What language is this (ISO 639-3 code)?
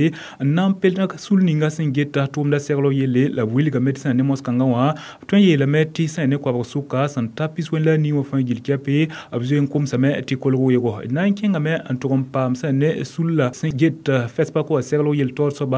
mos